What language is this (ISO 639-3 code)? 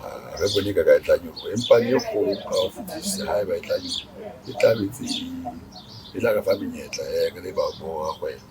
sot